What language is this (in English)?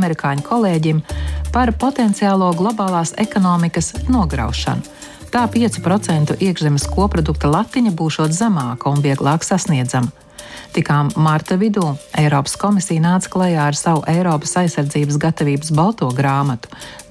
Latvian